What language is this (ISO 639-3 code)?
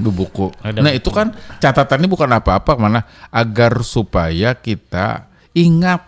bjn